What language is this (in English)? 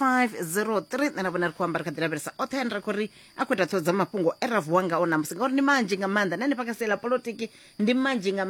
Venda